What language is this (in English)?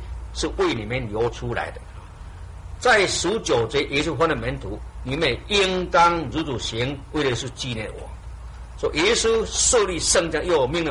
Chinese